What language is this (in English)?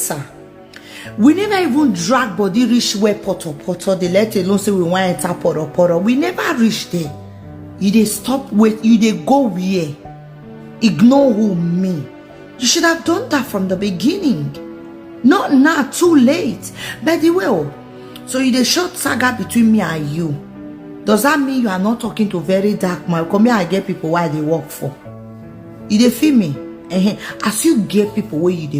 Nigerian Pidgin